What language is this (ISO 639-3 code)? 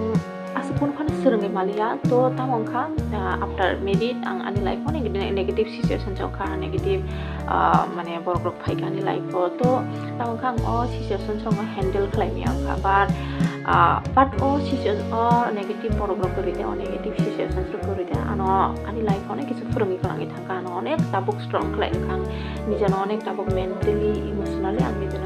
trp